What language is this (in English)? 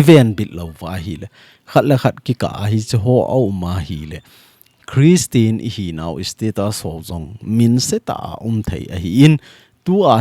Thado Chin